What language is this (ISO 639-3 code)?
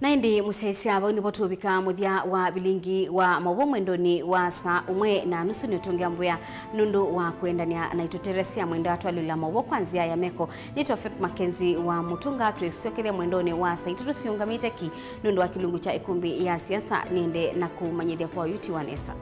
kam